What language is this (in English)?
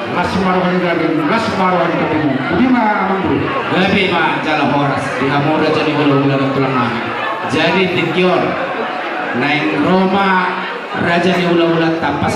Batak Toba